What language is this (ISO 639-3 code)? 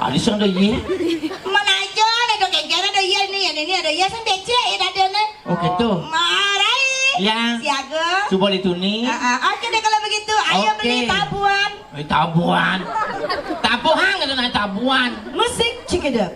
ban